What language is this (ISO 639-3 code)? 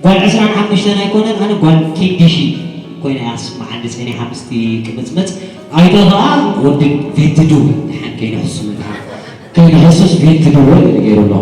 tir